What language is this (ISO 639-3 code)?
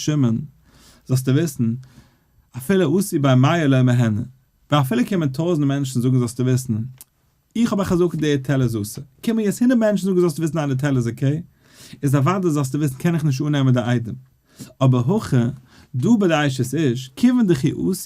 yid